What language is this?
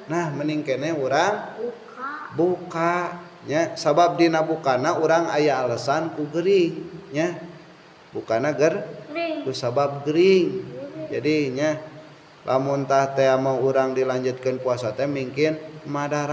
Sundanese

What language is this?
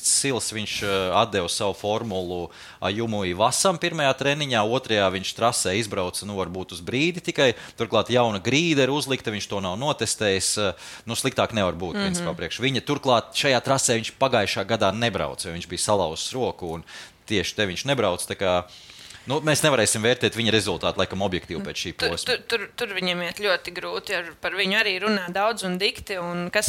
Latvian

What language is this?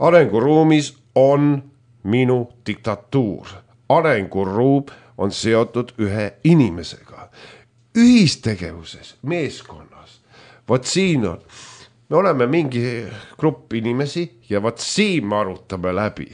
Estonian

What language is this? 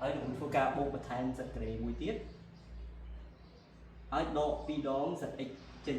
Khmer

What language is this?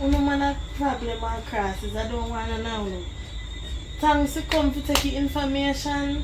Jamaican Creole English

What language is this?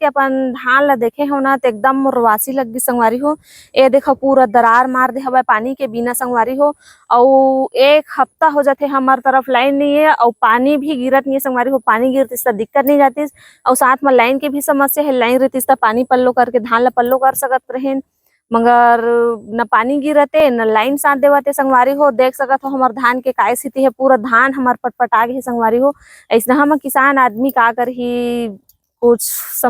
Chhattisgarhi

